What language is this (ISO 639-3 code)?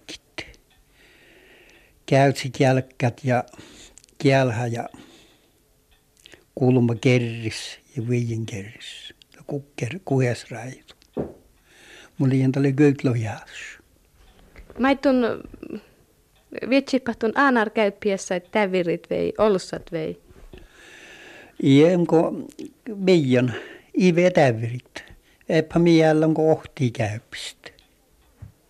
fin